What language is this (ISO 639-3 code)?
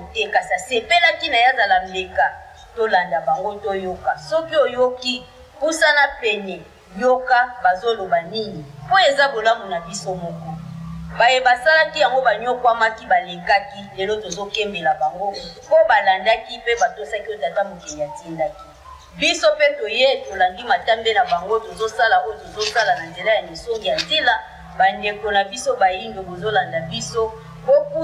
lin